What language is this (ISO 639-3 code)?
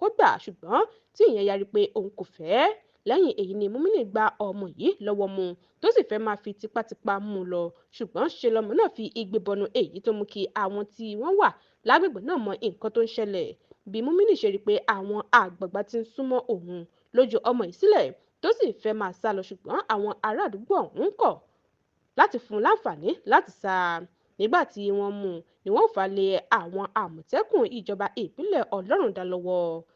yor